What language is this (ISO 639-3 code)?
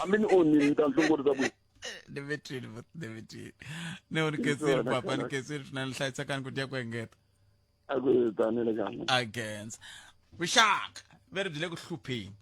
tso